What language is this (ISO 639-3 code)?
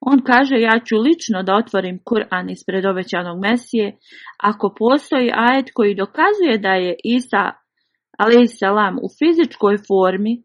bos